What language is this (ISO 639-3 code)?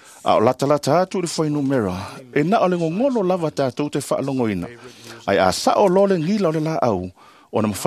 smo